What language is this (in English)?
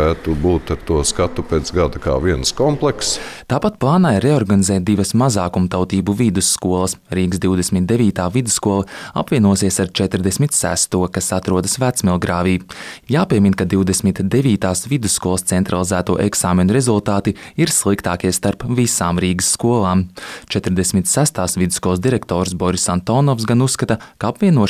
Latvian